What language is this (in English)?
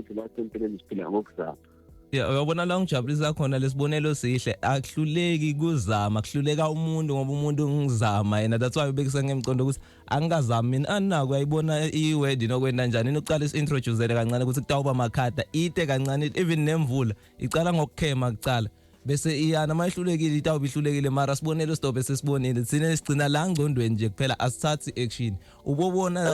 Zulu